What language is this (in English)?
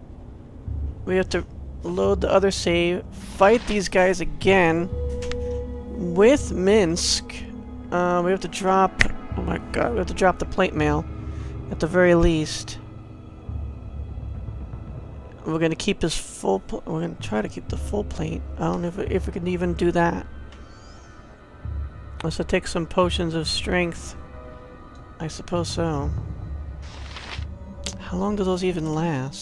English